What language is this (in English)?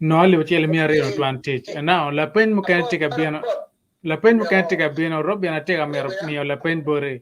Acoli